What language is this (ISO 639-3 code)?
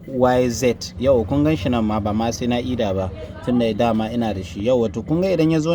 hau